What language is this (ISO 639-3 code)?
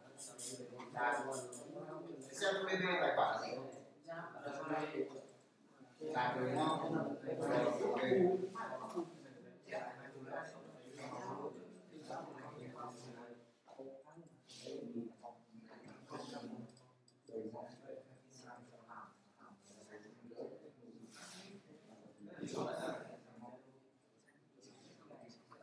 vie